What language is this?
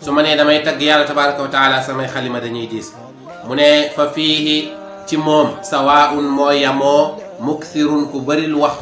Wolof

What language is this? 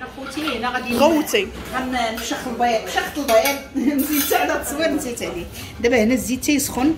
Moroccan Arabic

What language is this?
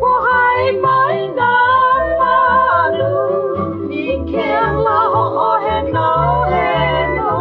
Hawaiian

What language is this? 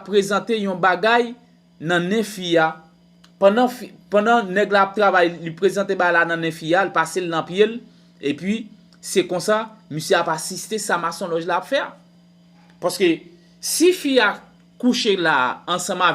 Haitian Creole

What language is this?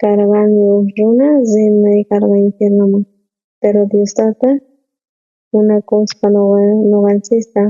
South Bolivian Quechua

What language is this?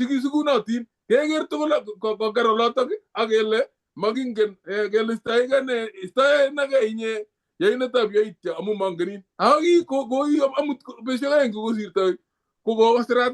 Kalenjin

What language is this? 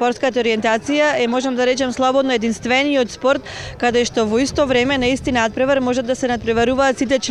Macedonian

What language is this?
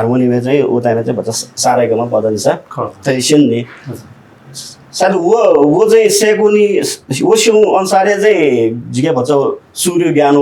Newari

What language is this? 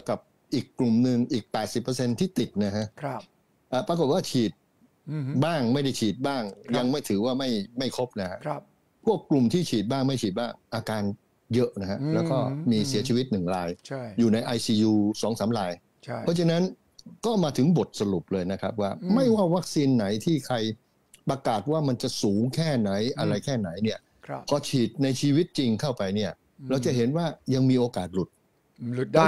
Thai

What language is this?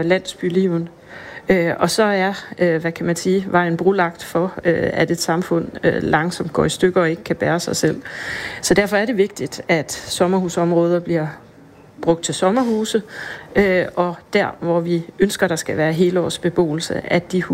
Danish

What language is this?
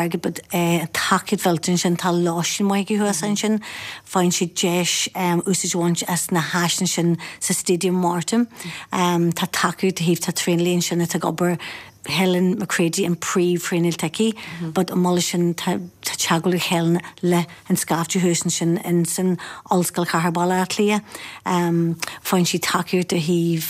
Irish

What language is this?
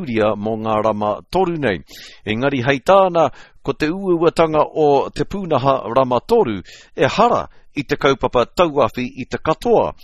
Māori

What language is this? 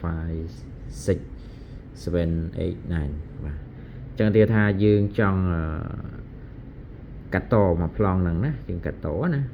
Khmer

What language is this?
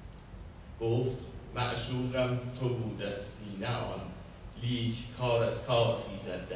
Persian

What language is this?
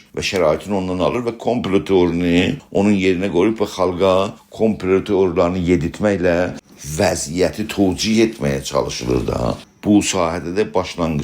South Azerbaijani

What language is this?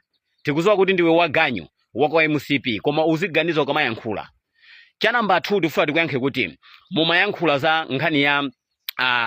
Nyanja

